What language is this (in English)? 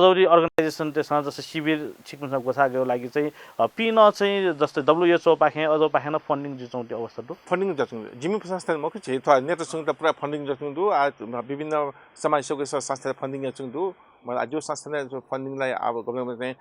Newari